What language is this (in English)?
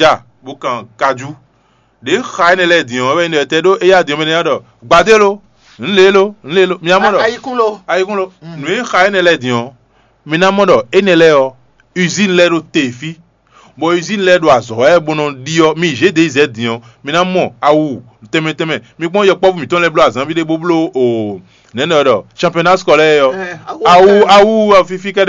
Fon